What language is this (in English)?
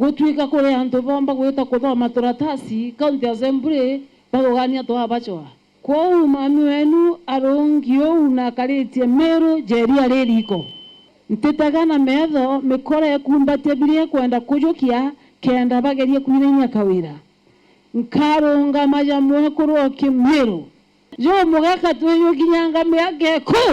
Meru